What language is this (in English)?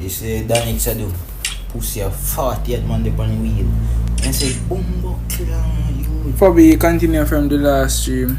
Jamaican Creole English